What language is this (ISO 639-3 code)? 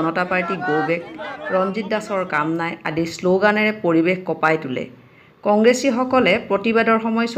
asm